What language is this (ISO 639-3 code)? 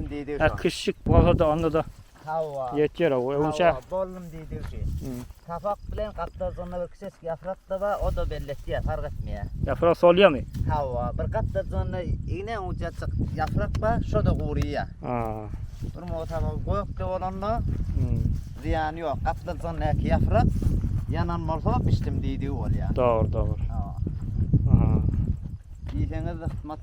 tuk